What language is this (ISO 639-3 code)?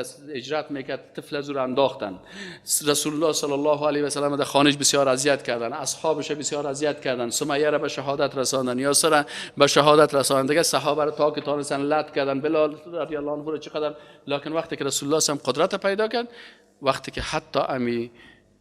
fas